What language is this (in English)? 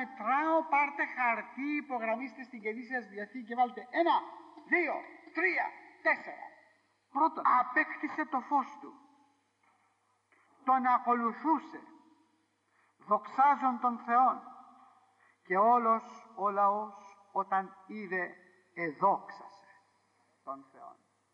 Greek